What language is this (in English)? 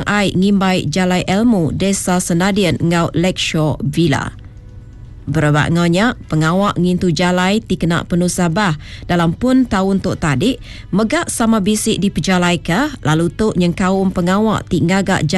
Iban